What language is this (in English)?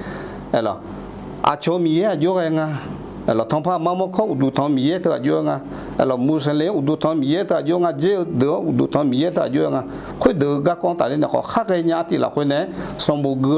Akha